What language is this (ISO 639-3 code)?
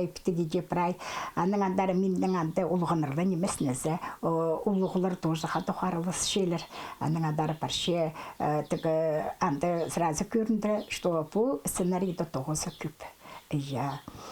kjh